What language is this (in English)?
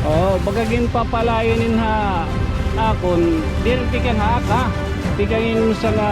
Waray